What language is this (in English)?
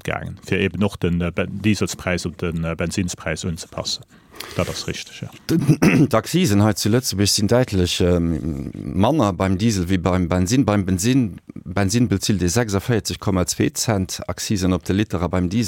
Luxembourgish